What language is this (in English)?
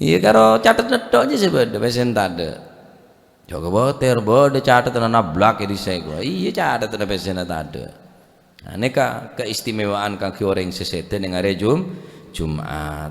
Madurese